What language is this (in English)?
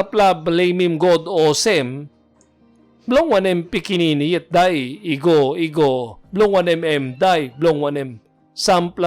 Tok Pisin